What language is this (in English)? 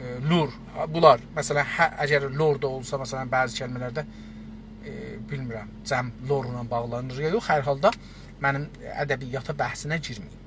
South Azerbaijani